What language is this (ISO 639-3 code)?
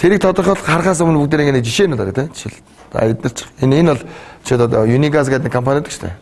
mon